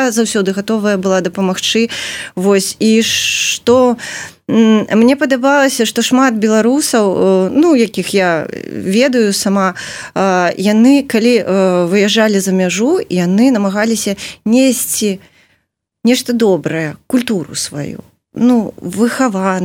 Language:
Belarusian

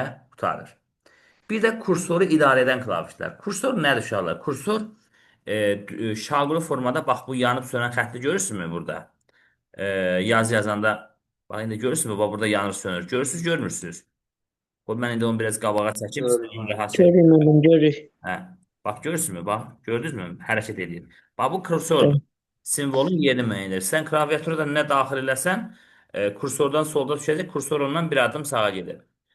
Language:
Azerbaijani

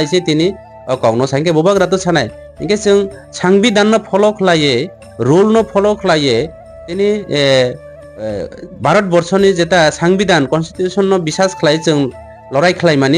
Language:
Kok Borok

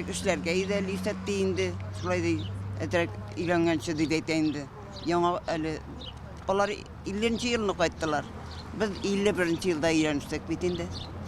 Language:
Tatar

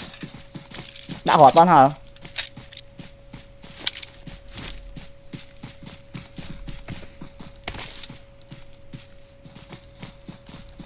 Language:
Vietnamese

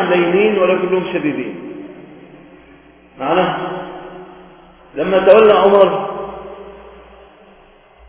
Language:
Arabic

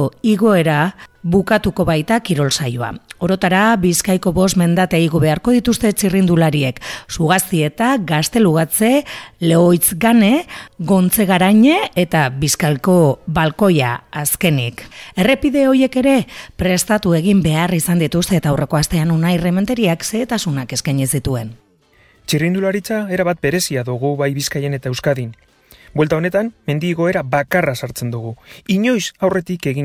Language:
Basque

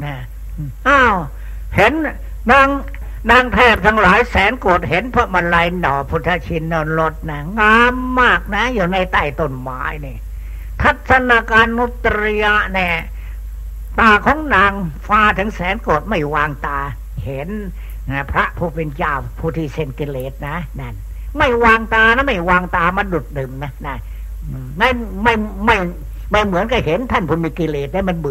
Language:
Thai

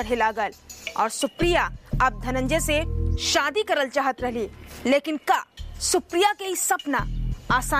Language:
Bhojpuri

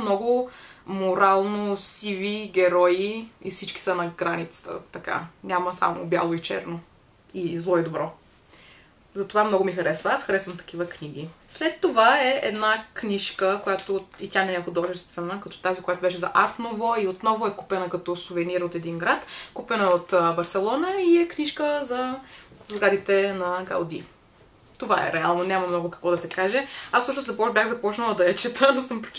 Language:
Bulgarian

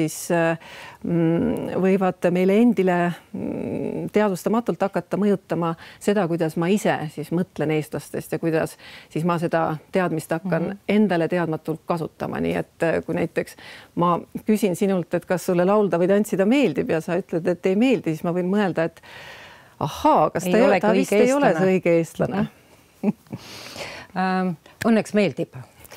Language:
Estonian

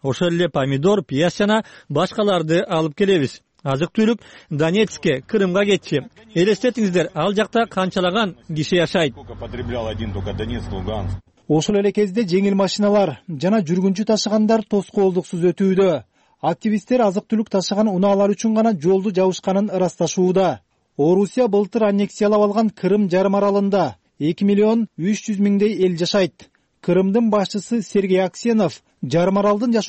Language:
Kyrgyz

